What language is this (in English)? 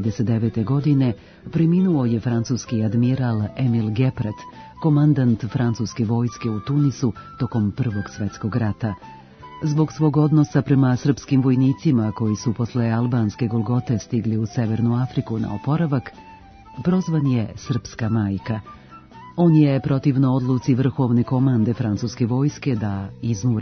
Serbian